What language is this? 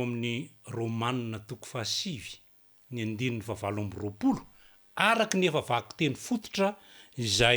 Malagasy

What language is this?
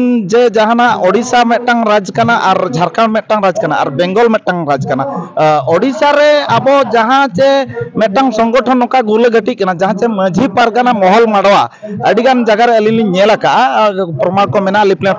Santali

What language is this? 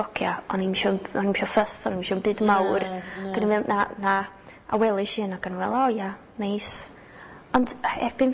Welsh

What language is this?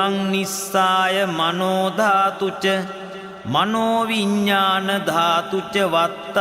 Pali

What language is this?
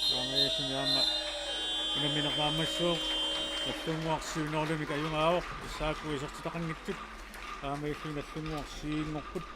Kalaallisut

